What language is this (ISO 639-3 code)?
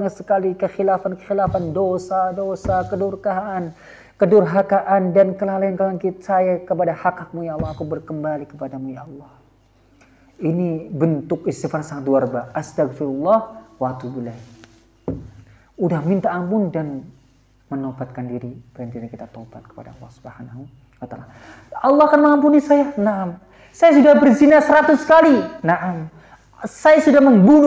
ind